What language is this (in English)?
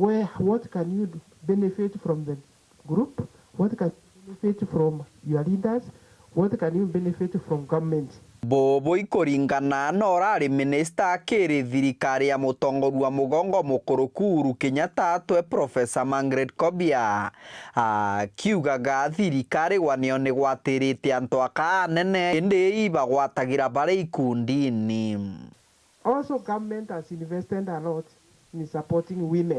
Meru